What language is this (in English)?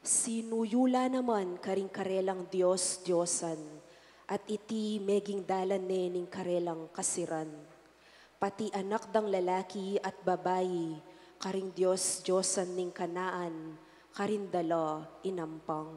Pampanga